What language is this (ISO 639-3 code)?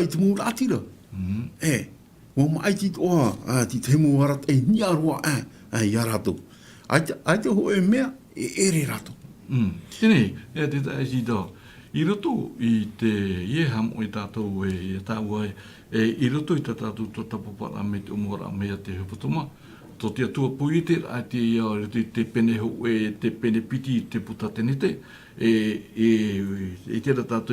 tah